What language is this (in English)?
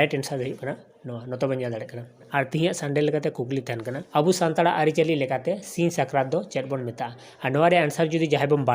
Santali